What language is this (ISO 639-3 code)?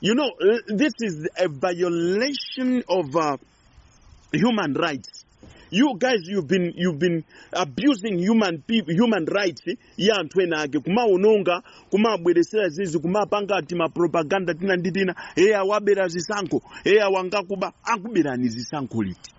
nya